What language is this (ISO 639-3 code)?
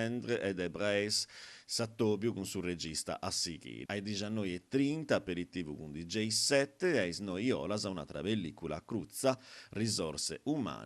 srd